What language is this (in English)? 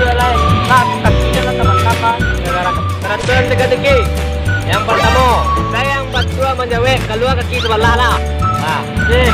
Minangkabau